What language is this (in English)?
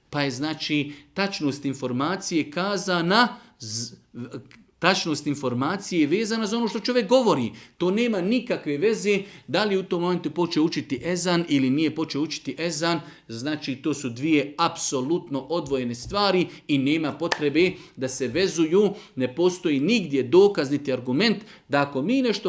Serbian